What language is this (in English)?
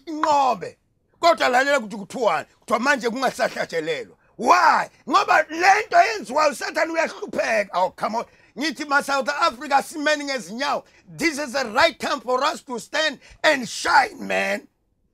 Zulu